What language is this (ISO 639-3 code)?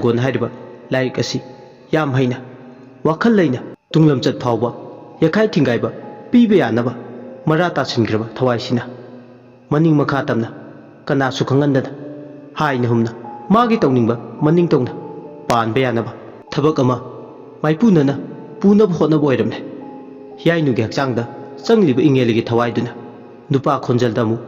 mni